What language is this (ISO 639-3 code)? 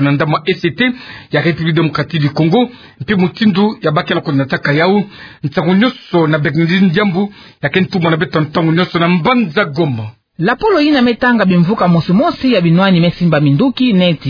ktu